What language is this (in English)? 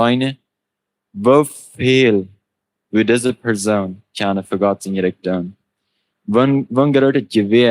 Plautdietsch